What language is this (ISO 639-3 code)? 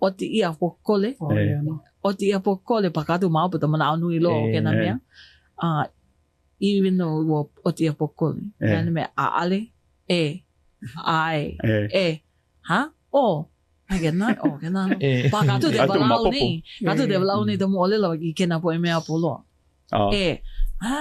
haw